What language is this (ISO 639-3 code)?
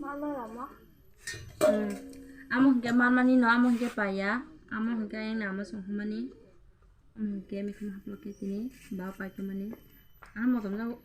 trp